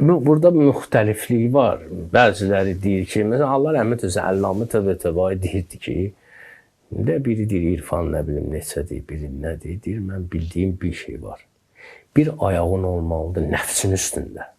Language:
Azerbaijani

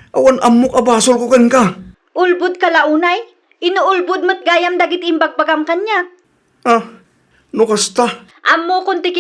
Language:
Iloko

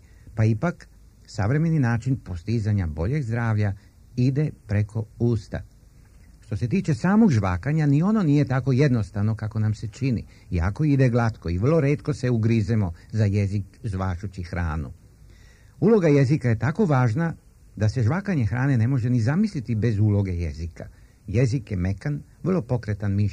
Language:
Serbian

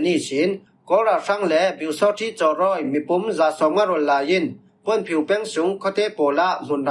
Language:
Falam Chin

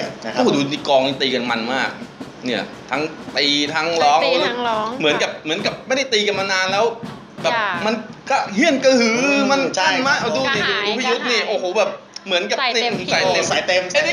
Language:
Thai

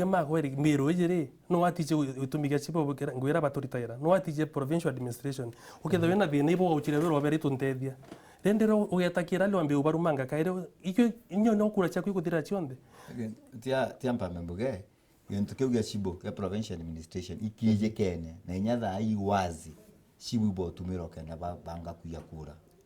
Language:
Meru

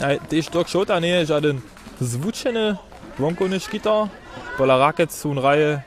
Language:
Upper Sorbian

